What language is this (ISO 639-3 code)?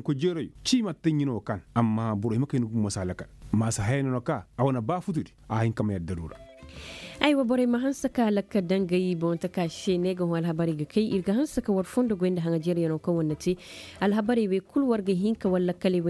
ses